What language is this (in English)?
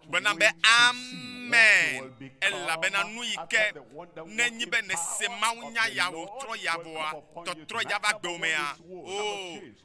Ewe